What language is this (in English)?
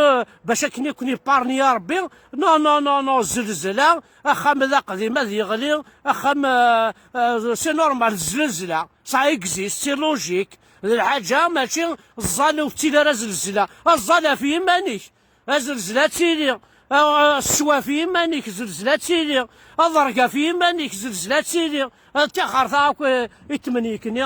Kabyle